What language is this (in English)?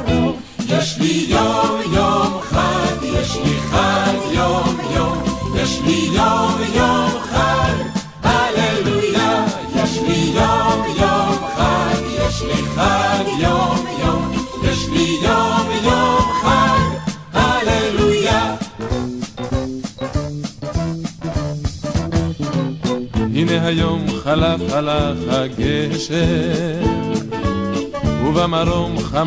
Hebrew